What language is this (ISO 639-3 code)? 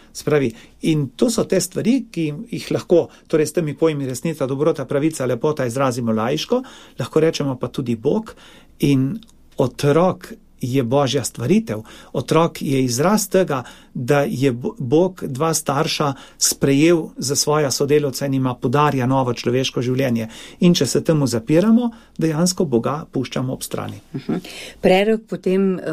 slv